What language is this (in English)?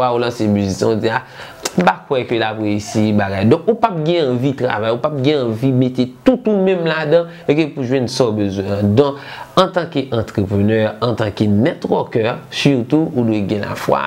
Haitian Creole